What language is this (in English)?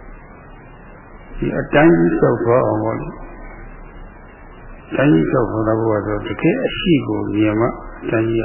Burmese